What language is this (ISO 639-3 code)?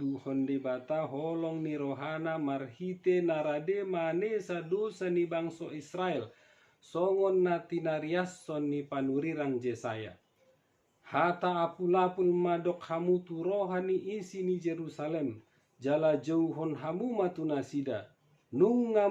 bbc